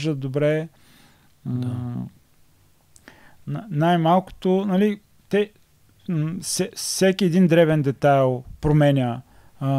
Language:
Bulgarian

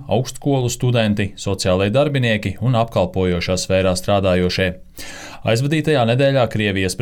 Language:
Latvian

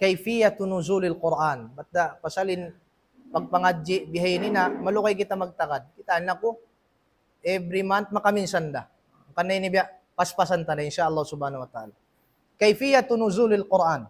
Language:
Tausug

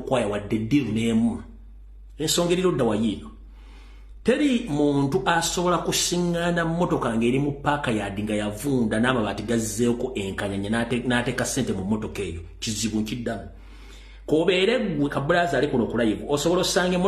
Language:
Ganda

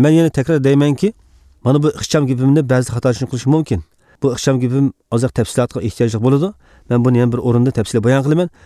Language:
Uyghur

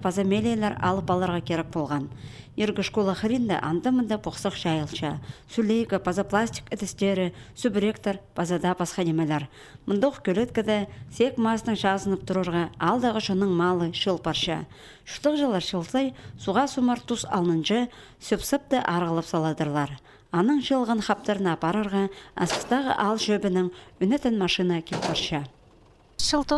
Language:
Khakas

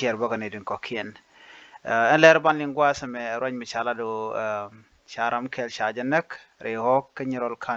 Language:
Nuer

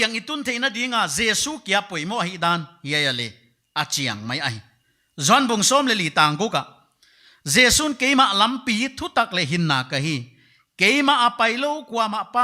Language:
Paite Chin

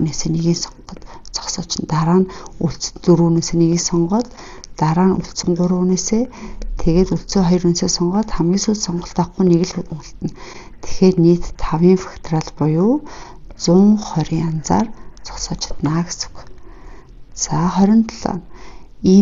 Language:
Mongolian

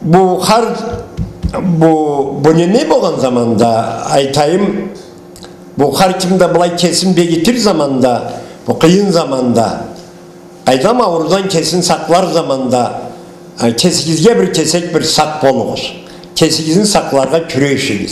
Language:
Karachay-Balkar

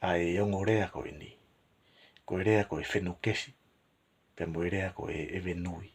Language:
Tongan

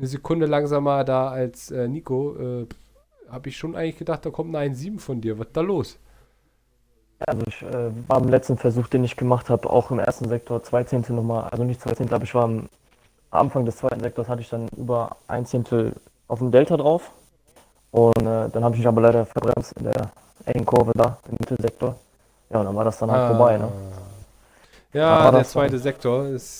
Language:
German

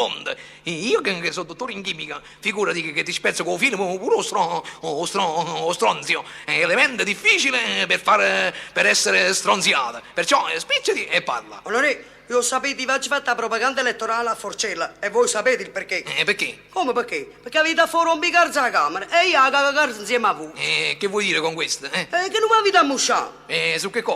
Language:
Neapolitan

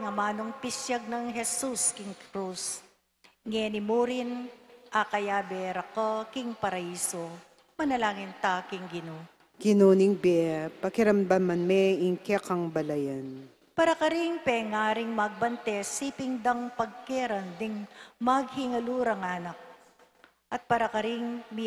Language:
Pampanga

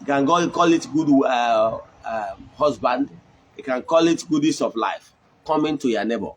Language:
Igbo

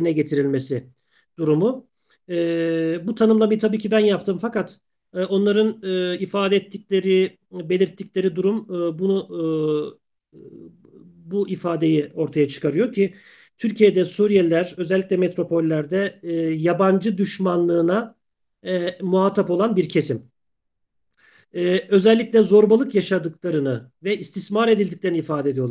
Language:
Turkish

